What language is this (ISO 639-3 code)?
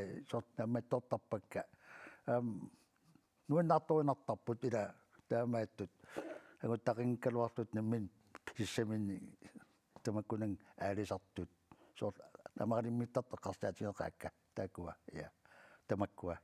kal